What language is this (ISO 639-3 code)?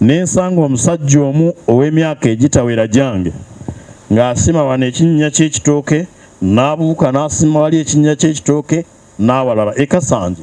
lug